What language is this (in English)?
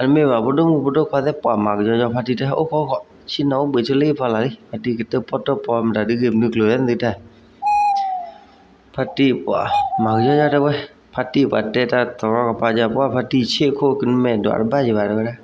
S'gaw Karen